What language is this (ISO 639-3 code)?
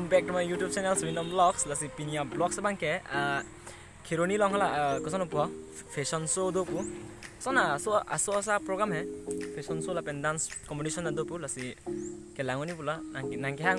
mjw